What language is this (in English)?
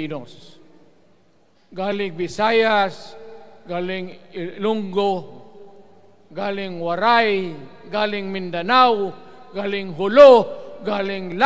Filipino